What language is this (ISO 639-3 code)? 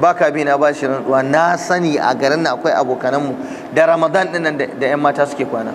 hau